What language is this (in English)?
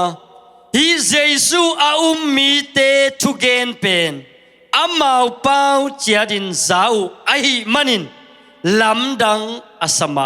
Tedim Chin